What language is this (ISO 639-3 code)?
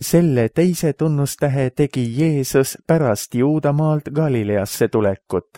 est